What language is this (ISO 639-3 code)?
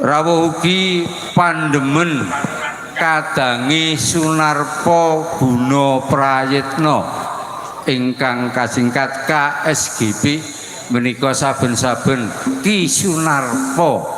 jav